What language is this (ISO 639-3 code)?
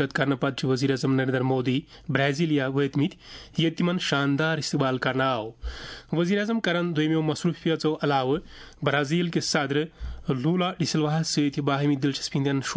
kas